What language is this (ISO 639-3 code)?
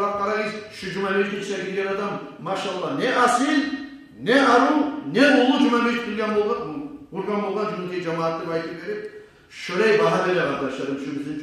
kum